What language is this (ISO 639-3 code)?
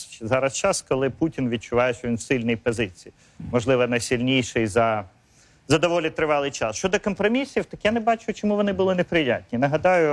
ukr